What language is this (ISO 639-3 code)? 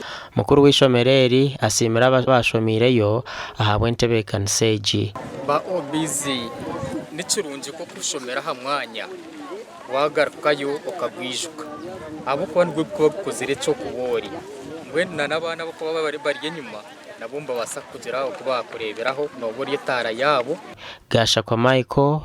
nyn